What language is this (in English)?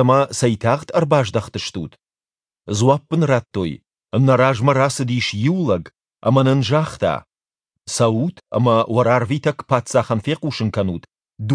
Ossetic